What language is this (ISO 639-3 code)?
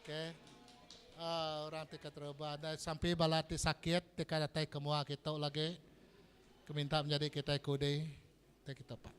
iba